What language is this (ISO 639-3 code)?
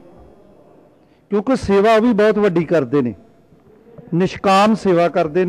pan